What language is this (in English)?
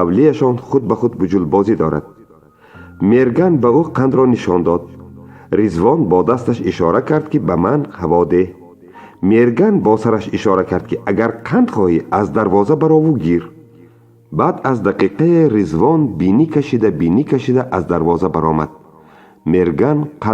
Tajik